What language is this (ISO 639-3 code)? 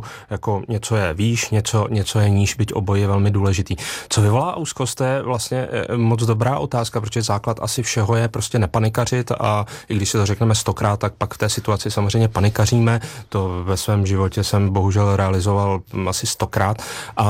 ces